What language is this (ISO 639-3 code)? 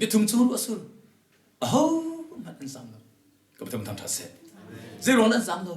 cnh